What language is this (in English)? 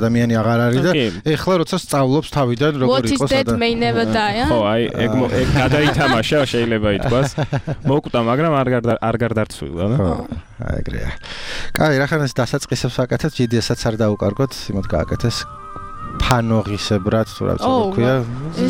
Georgian